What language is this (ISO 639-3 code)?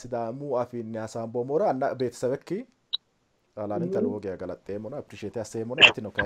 sid